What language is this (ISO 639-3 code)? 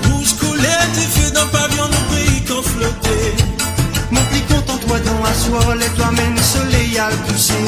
mfe